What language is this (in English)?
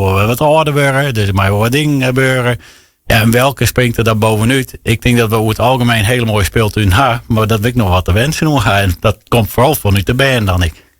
Western Frisian